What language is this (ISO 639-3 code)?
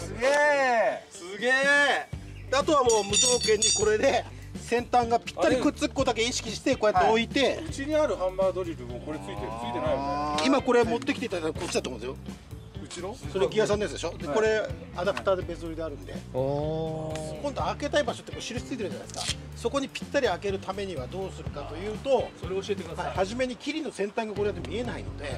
jpn